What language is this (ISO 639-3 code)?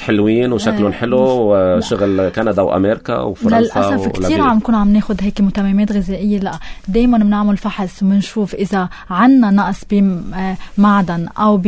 apc